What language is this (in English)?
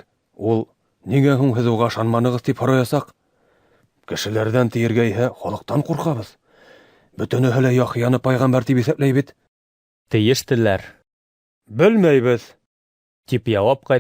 Bashkir